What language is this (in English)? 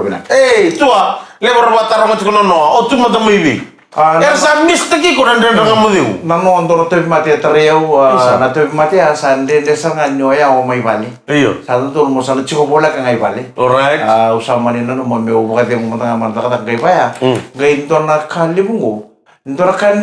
Fijian